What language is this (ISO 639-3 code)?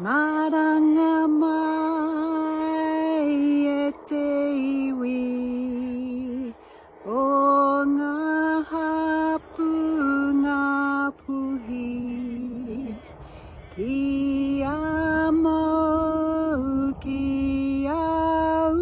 mri